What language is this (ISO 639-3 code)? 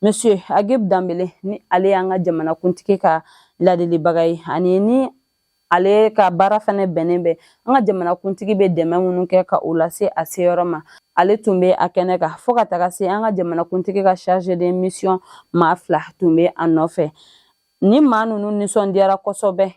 bam